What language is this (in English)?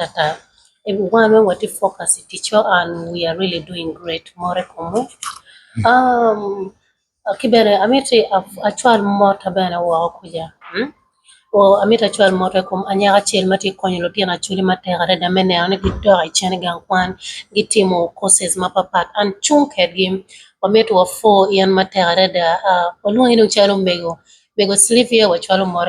Acoli